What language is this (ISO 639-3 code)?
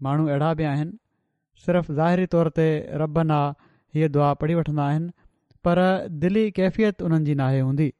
snd